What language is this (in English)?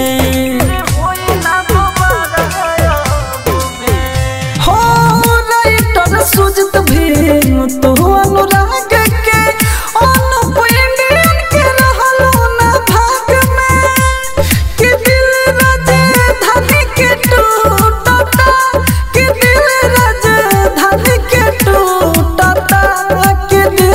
Bhojpuri